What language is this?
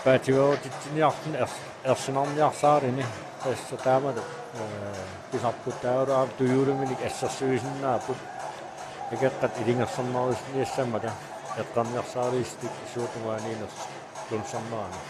Kalaallisut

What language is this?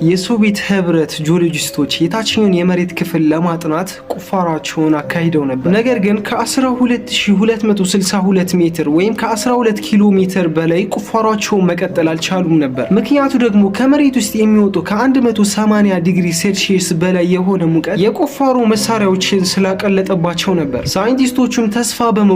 Amharic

